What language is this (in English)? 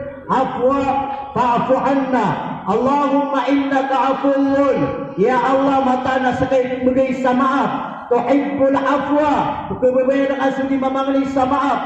Maranao